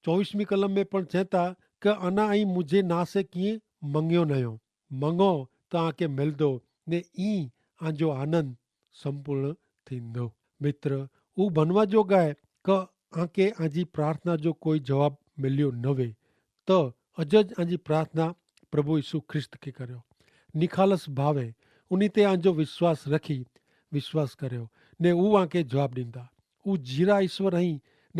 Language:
Kachhi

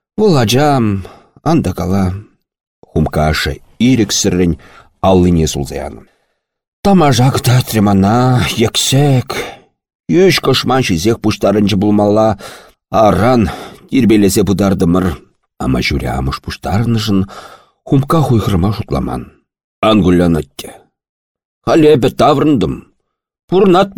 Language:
Chuvash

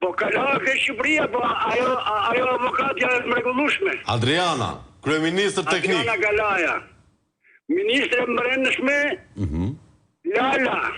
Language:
Albanian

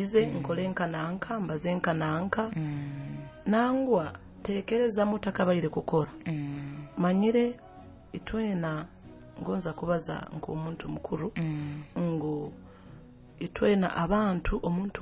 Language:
Nyoro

